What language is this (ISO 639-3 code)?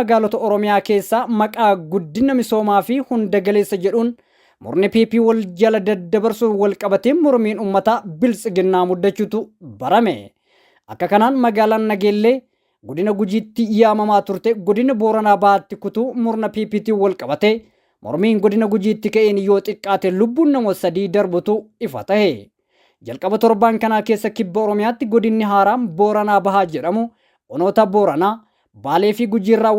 orm